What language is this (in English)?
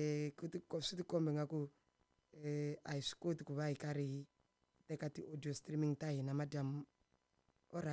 Tsonga